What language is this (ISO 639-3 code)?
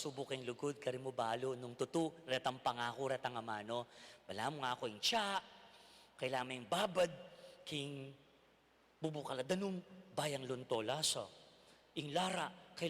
pam